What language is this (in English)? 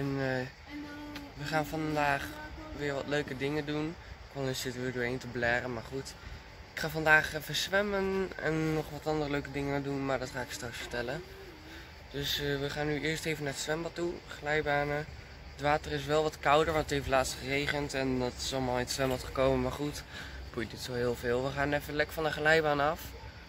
Dutch